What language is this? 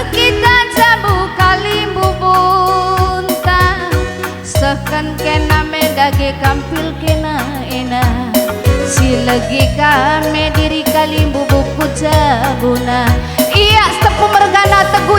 Batak Karo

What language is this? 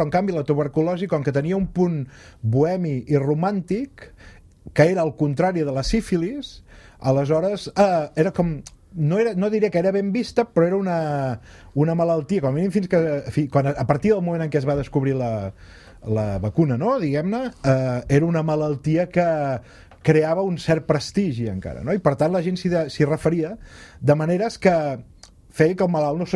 Catalan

